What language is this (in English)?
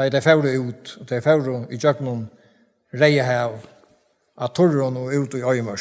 Faroese